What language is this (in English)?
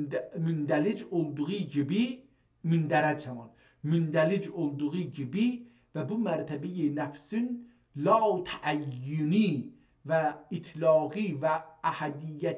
South Azerbaijani